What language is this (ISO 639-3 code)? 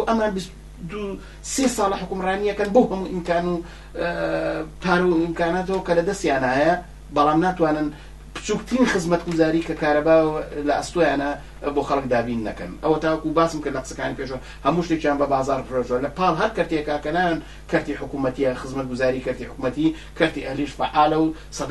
ckb